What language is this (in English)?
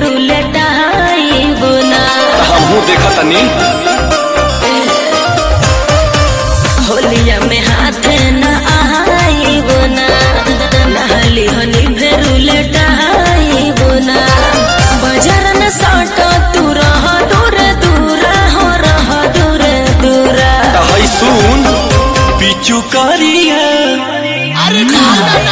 Bhojpuri